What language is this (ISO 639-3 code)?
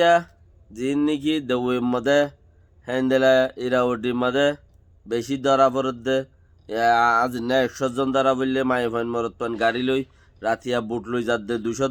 rhg